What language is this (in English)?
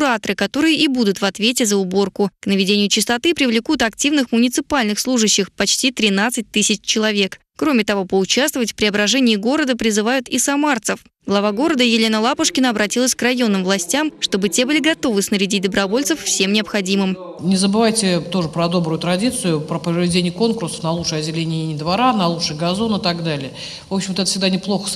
Russian